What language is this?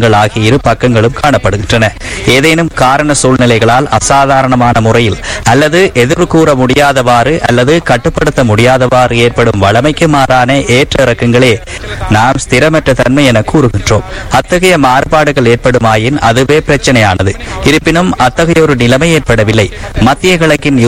Tamil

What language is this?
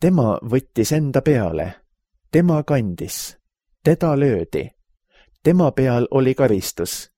Estonian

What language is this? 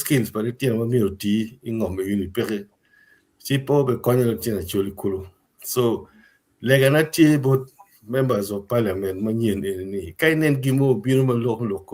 Acoli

